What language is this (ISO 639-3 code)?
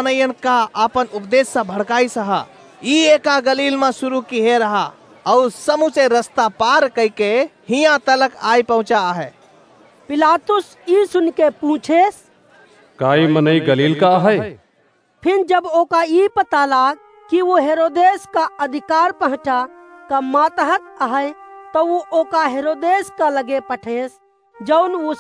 awa